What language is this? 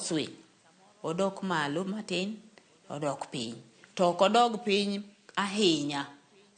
Luo (Kenya and Tanzania)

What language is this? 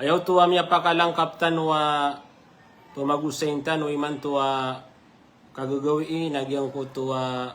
Maranao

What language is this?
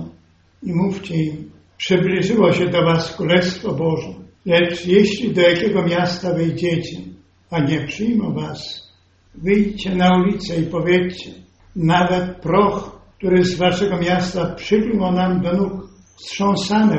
Polish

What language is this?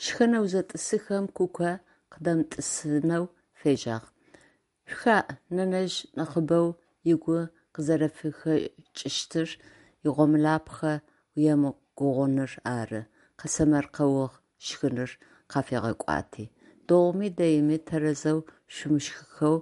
Adyghe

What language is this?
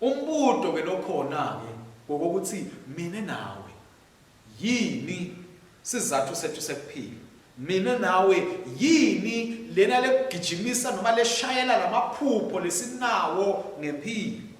Swati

